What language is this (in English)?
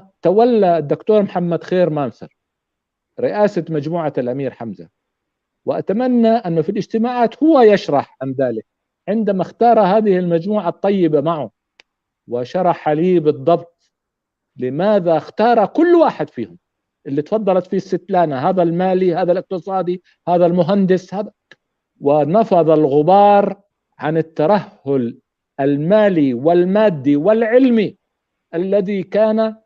North Levantine Arabic